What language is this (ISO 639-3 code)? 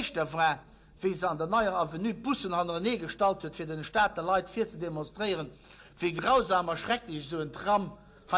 ltz